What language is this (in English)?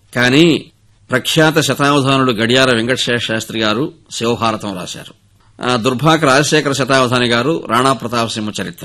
Telugu